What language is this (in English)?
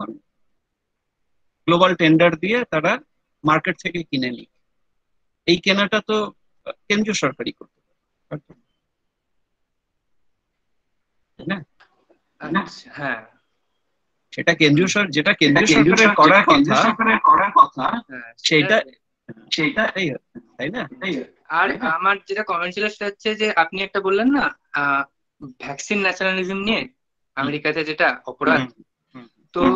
Bangla